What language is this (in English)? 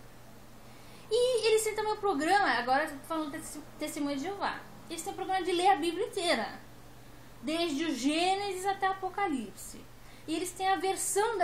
Portuguese